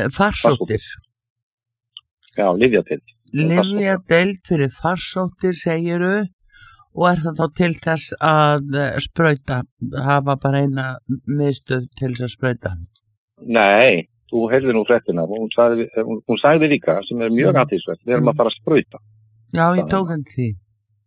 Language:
Icelandic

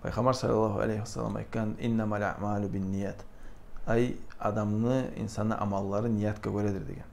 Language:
Kumyk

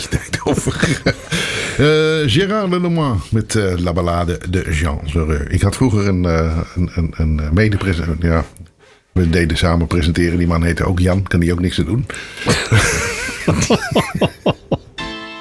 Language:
Dutch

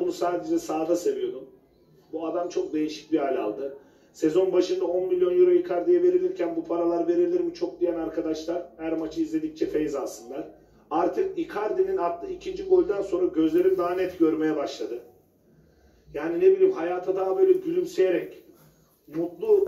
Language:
Turkish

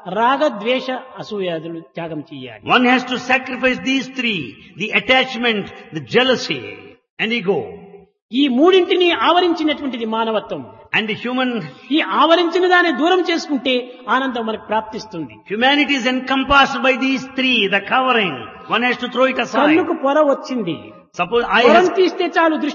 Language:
Telugu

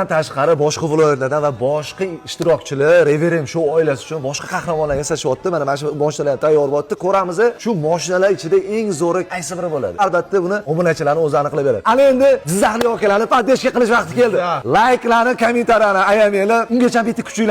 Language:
Uzbek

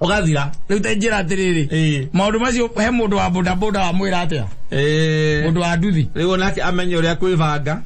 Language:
Kikuyu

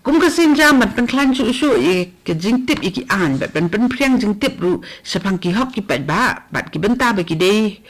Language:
Khasi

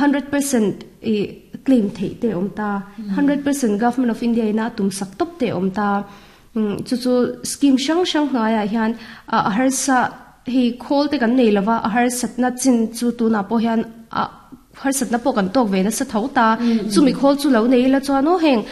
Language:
Mizo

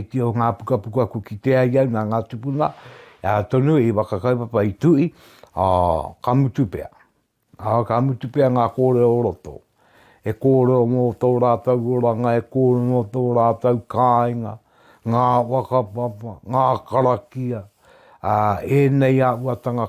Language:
Māori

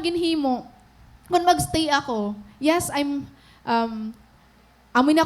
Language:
Waray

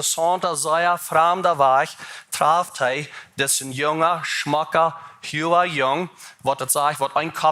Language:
Plautdietsch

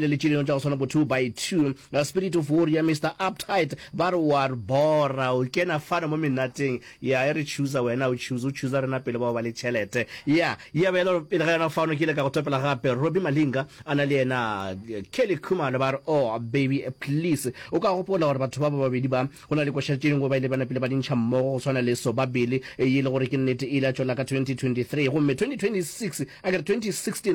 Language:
Northern Sotho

